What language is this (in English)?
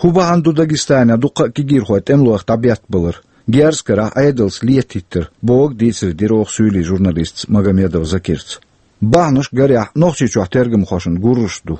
Chechen